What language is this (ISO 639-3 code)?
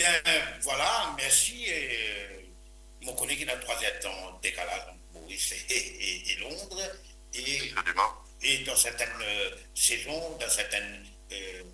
mfe